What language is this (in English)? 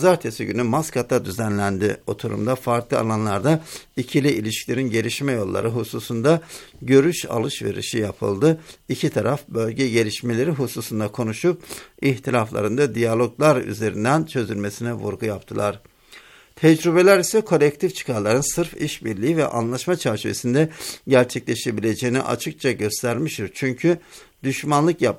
Turkish